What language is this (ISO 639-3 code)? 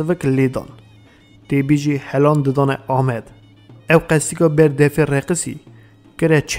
kur